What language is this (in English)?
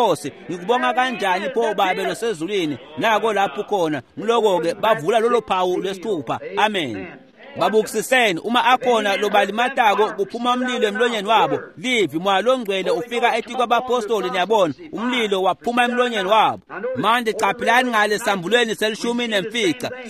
Swati